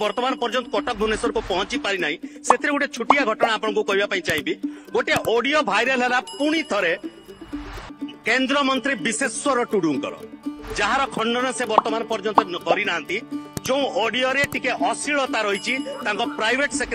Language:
Odia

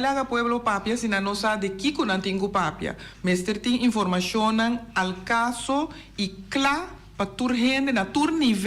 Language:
Papiamento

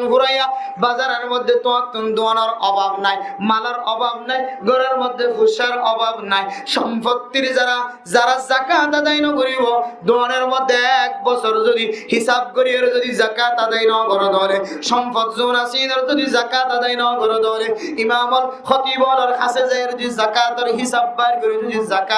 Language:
Rohingya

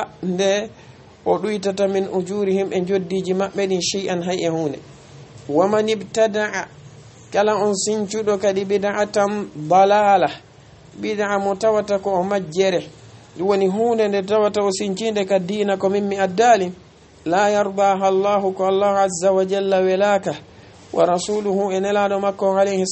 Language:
Fula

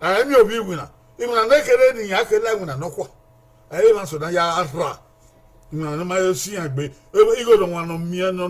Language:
Bini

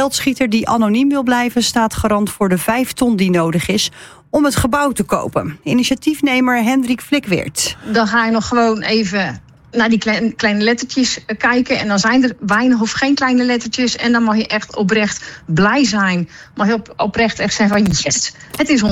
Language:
Dutch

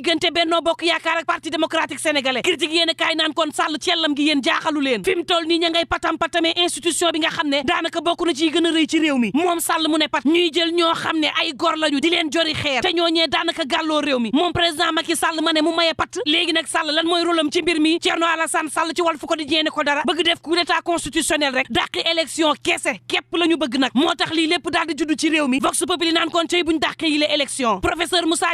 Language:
Wolof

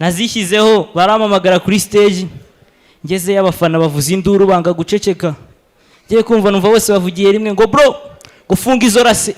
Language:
Kinyarwanda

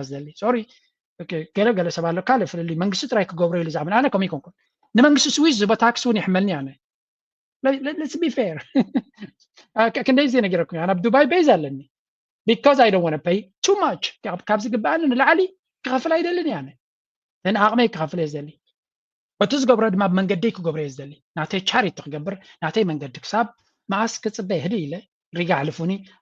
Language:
Tigrinya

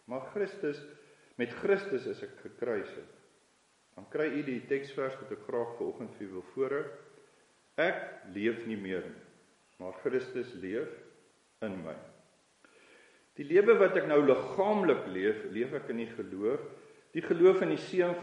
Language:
Afrikaans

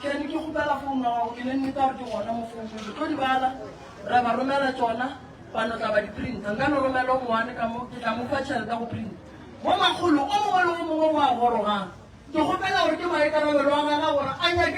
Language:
Northern Sotho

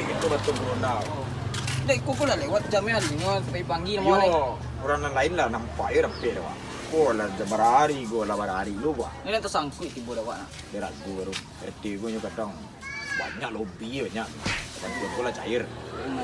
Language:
Minangkabau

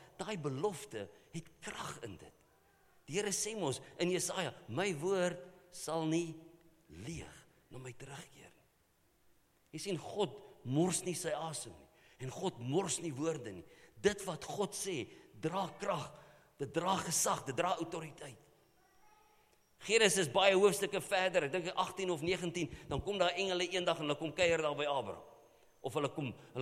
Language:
Afrikaans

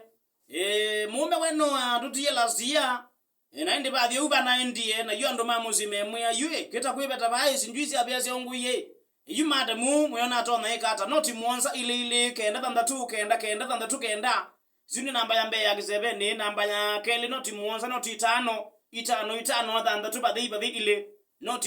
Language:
Kamba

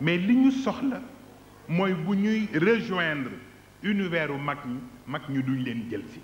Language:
Wolof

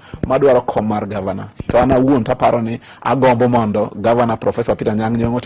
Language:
Luo (Kenya and Tanzania)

